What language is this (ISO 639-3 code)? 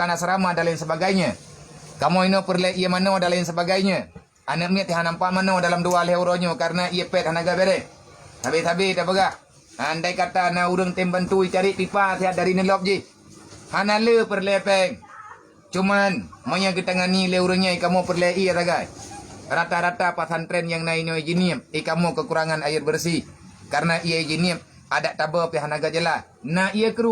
ace